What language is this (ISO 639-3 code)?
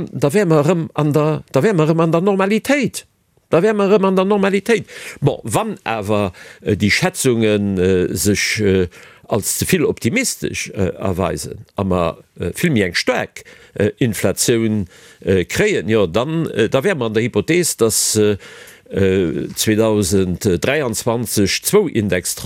ltz